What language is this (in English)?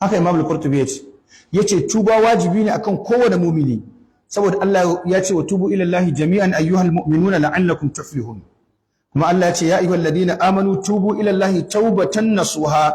Hausa